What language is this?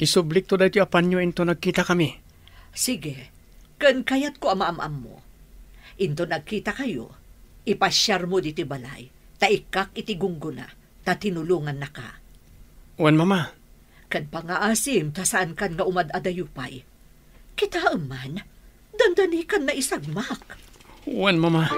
Iloko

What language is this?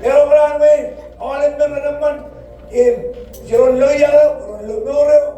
Marshallese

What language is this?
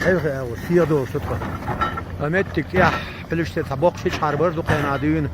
Chechen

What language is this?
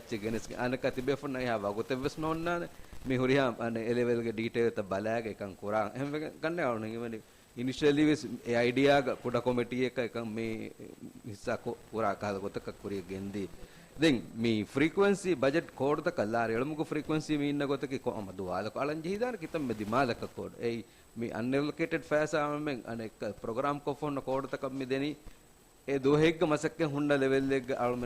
Divehi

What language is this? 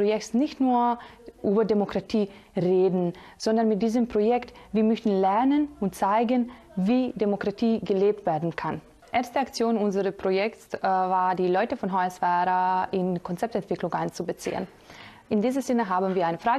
German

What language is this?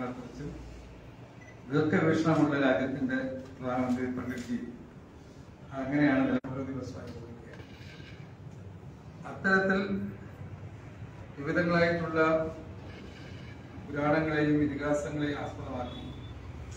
Malayalam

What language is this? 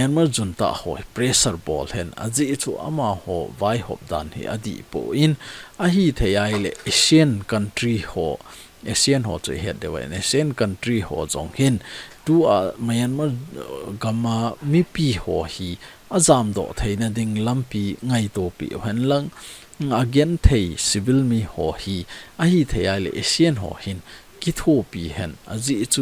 Thado Chin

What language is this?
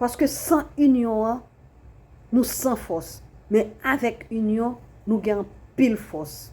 Haitian Creole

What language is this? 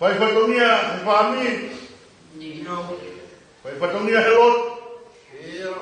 Tongan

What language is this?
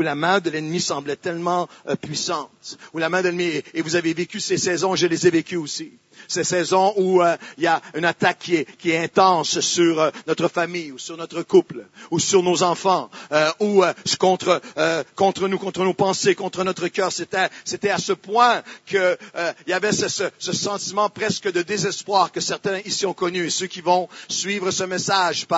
French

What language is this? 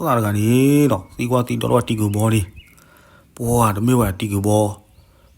S'gaw Karen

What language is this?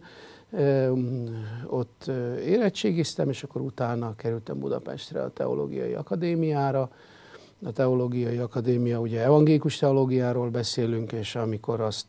Hungarian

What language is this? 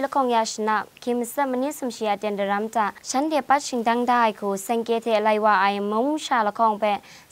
Kachin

